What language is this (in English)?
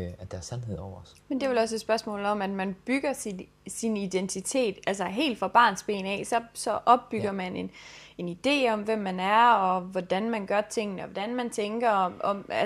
Danish